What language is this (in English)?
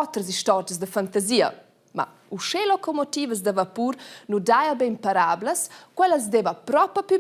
Romansh